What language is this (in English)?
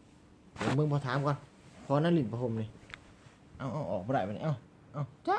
Northeastern Thai